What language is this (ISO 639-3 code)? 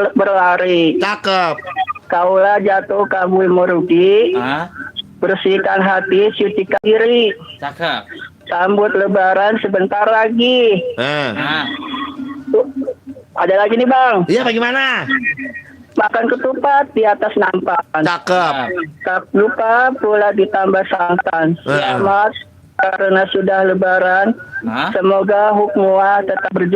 bew